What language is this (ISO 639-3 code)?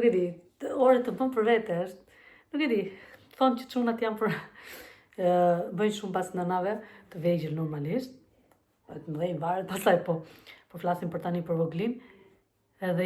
sqi